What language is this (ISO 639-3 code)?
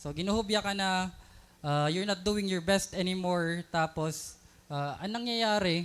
war